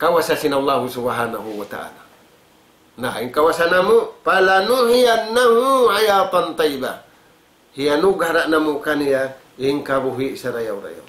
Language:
Tausug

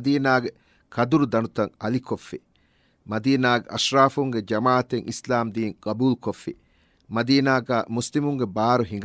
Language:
Divehi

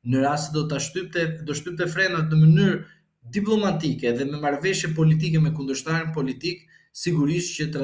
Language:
Albanian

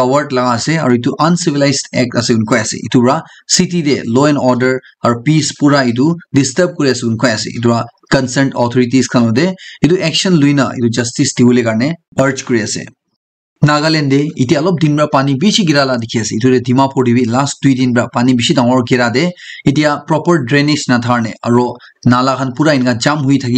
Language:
Naga Pidgin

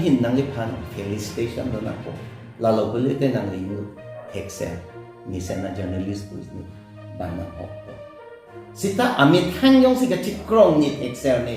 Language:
Karbi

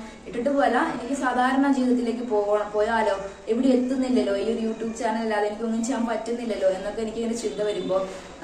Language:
Malayalam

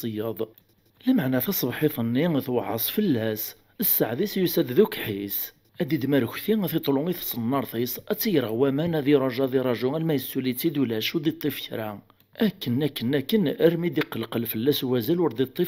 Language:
Kabyle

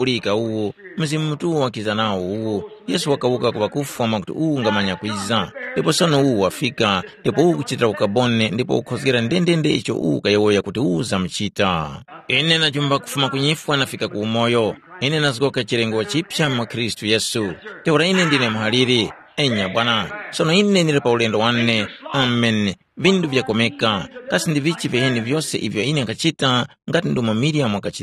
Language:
Tumbuka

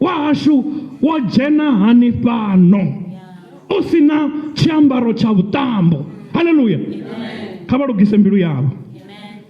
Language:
Venda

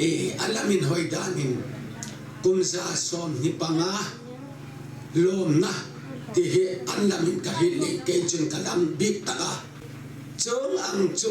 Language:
Hmar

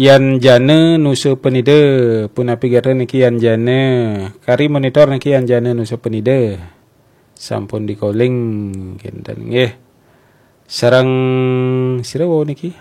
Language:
Balinese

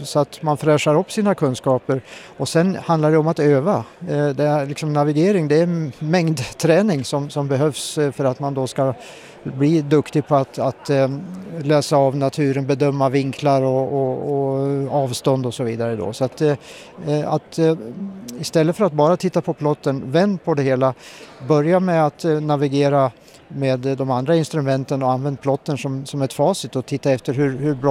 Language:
Swedish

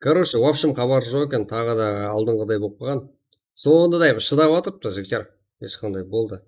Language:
Kara-Kalpak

